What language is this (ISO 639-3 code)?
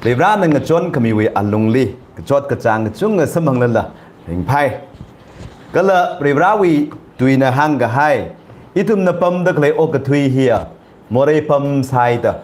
nmf